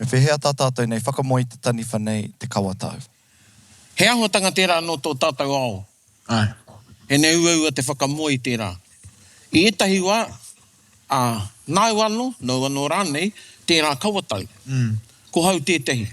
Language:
Māori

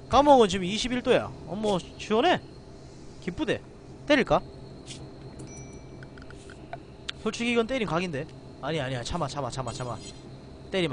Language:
Korean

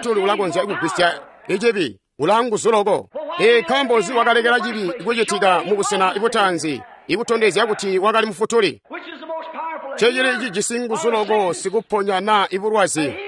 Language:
Tonga (Zambia)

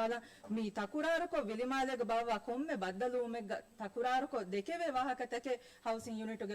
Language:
Divehi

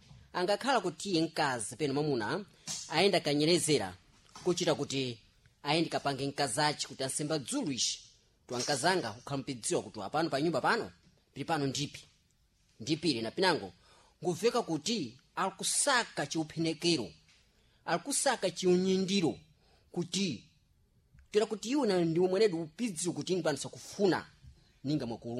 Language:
Sena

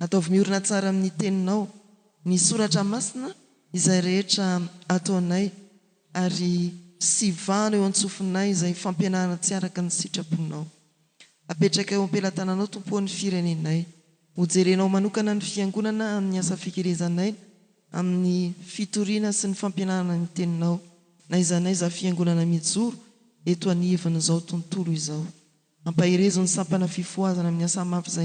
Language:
Malagasy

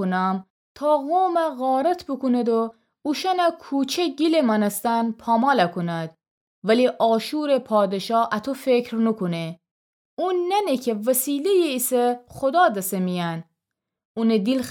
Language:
Gilaki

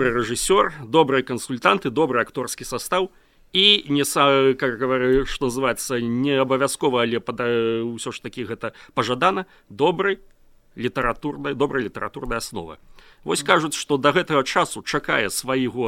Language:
Belarusian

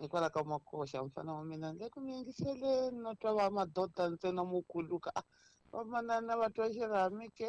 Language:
Tsonga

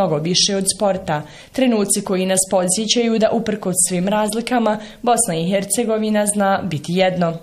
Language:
Bosnian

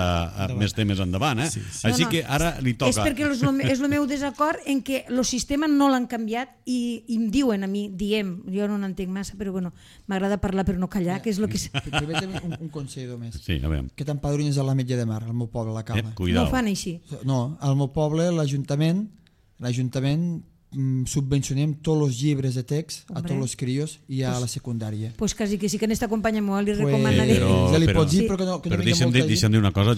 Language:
Catalan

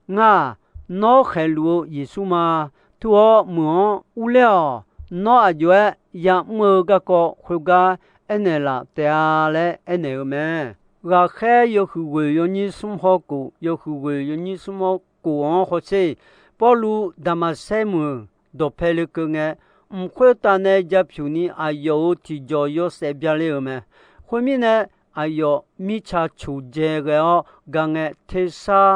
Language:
Akha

